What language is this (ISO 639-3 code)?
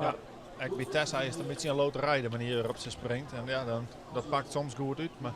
fry